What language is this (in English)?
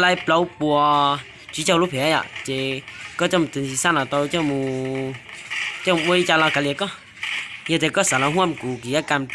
Hmong